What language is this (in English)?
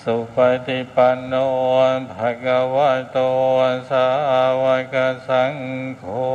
Pali